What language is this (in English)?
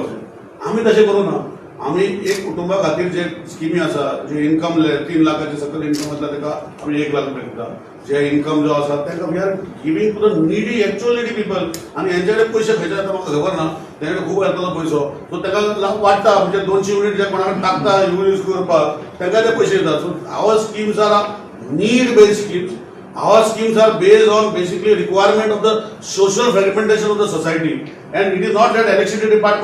Konkani